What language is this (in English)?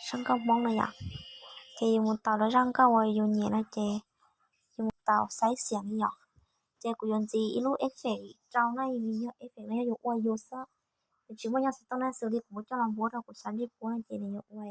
Hmong